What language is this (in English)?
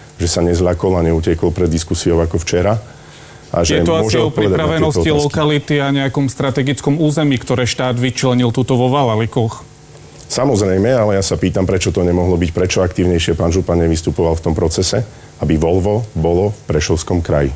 Slovak